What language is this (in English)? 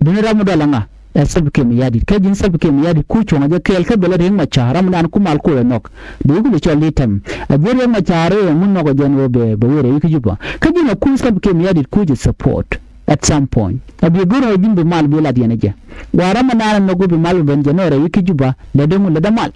Nuer